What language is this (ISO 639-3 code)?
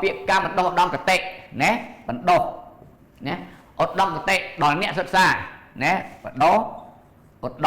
khm